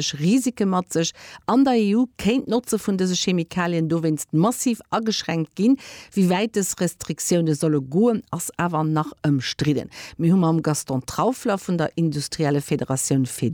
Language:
Luxembourgish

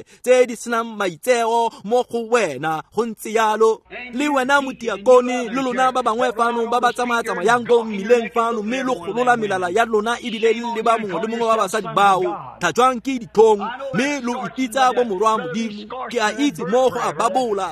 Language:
Tswana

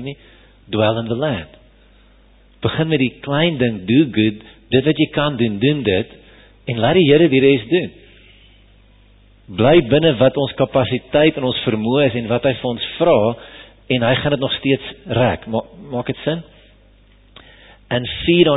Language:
Afrikaans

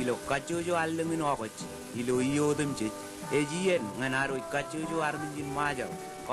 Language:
Marshallese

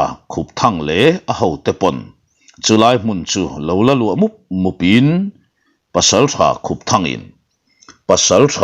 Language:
Mizo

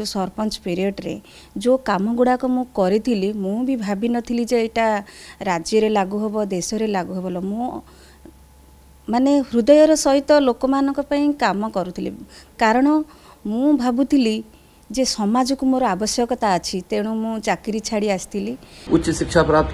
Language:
Odia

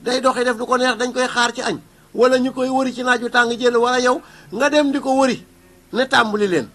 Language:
Wolof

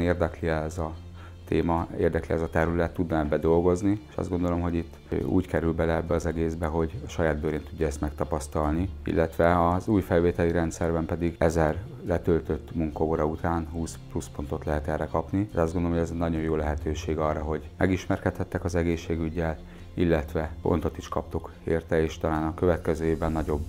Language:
Hungarian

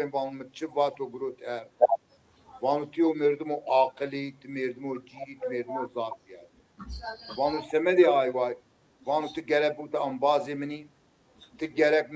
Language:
Zaza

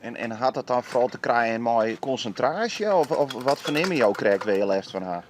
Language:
Western Frisian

